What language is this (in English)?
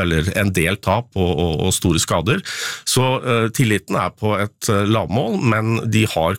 Norwegian